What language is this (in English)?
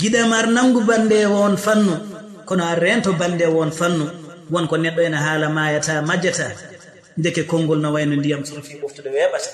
Fula